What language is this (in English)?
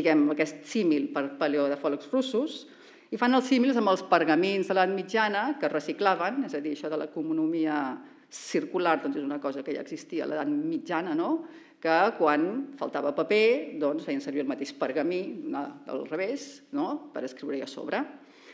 Catalan